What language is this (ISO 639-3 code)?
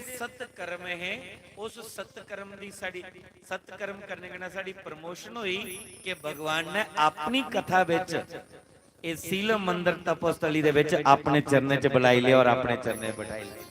doi